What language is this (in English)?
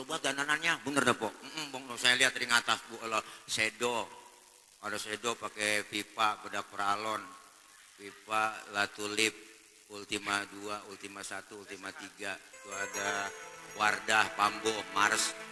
Betawi